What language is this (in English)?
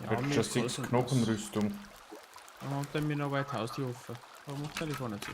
Bavarian